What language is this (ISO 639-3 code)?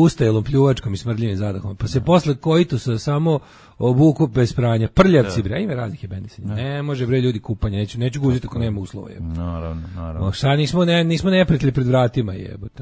srp